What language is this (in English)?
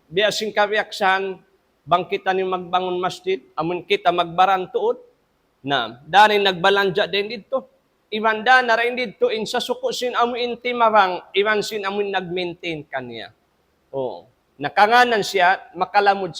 Tausug